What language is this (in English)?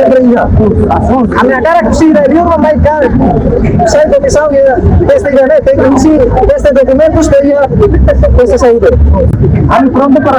Tetum